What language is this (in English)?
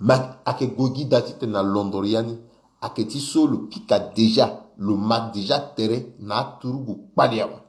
Sango